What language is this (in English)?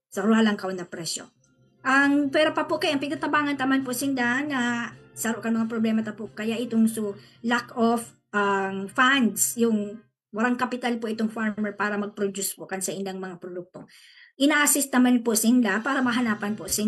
Bikol